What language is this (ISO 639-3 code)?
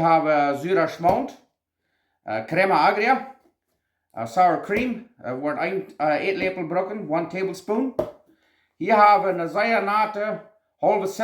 pdt